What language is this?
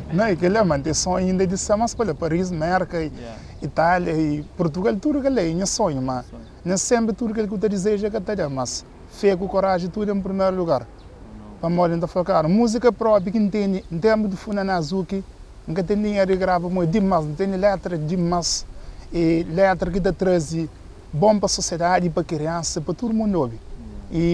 Kabuverdianu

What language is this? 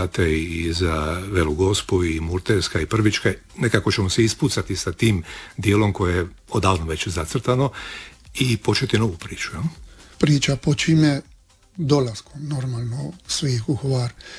Croatian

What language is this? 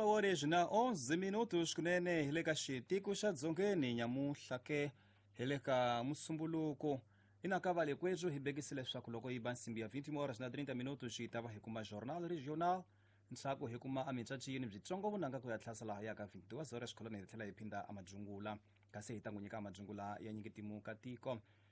Tsonga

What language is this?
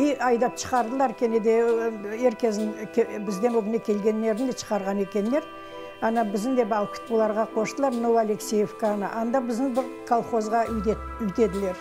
Crimean Tatar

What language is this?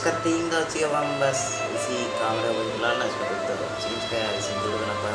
Santali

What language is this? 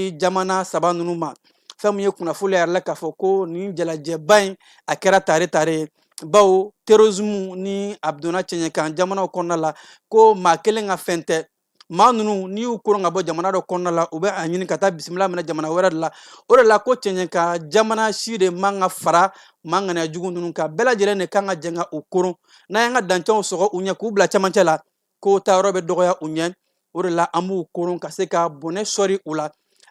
Bambara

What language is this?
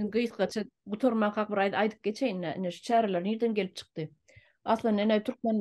Turkmen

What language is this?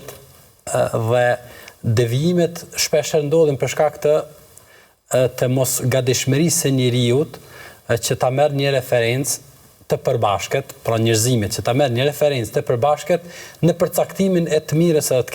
Albanian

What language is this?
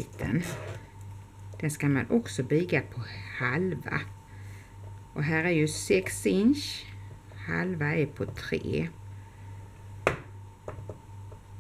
Swedish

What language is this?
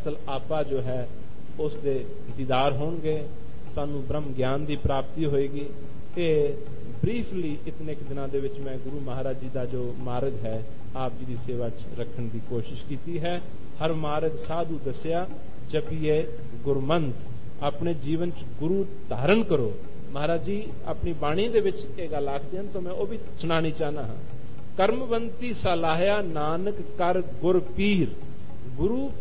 Punjabi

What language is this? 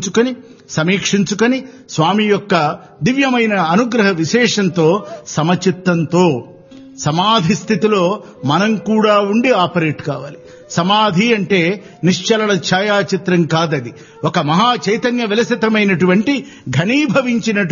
Telugu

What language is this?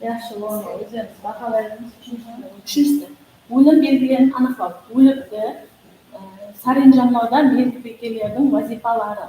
Kara-Kalpak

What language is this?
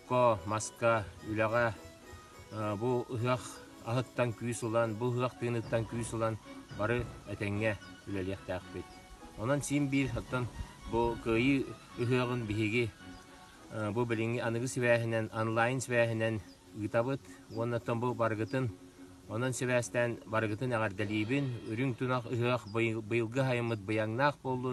Yakut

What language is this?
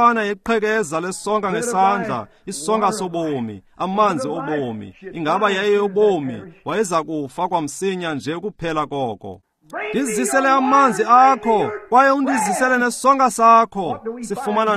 Xhosa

